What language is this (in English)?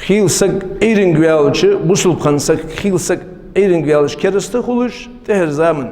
Ingush